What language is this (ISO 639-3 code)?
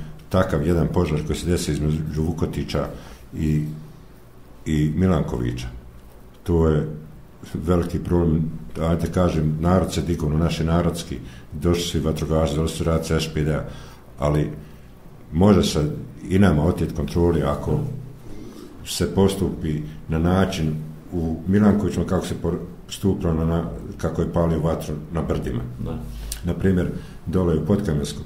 bos